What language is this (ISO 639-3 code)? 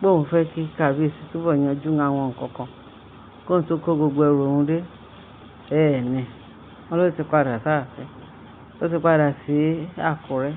yor